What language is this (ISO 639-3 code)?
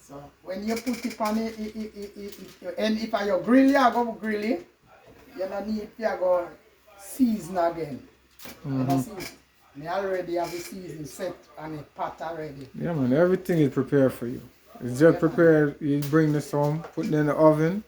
jam